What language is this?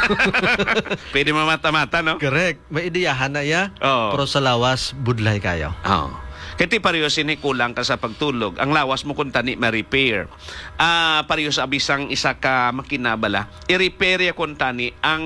Hiligaynon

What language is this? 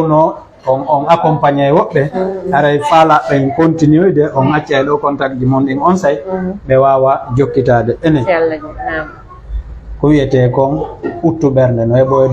Fula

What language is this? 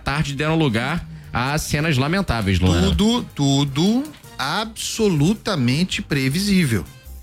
Portuguese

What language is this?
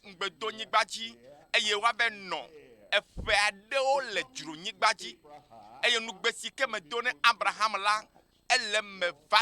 Ewe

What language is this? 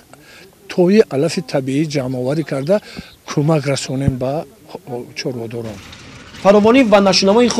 Tajik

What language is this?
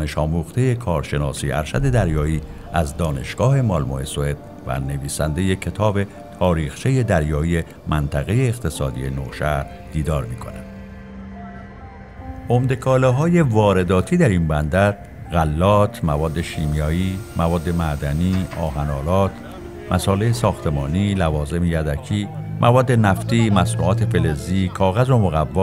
Persian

